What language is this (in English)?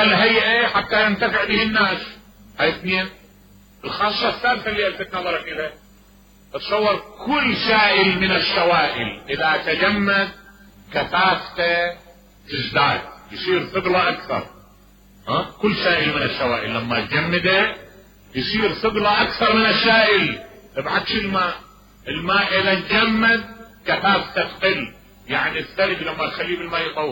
Mesopotamian Arabic